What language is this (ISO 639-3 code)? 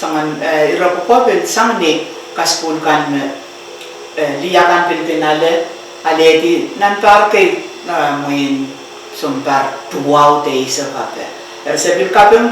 pon